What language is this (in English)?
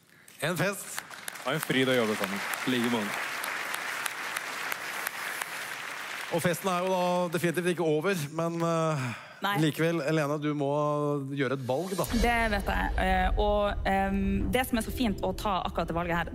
Norwegian